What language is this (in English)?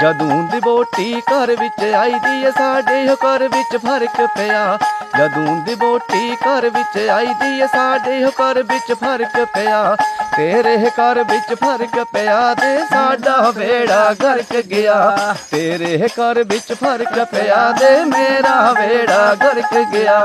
Dogri